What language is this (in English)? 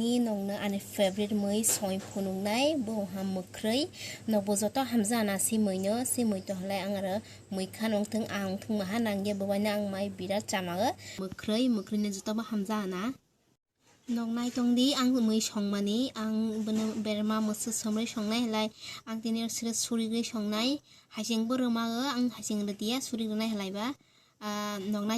Kok Borok